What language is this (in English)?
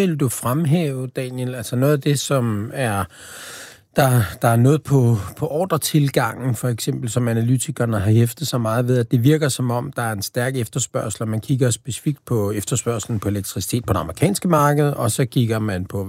Danish